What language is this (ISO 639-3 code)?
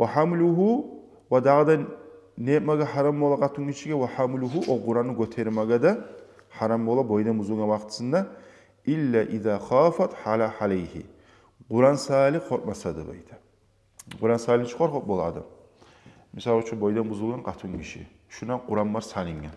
kum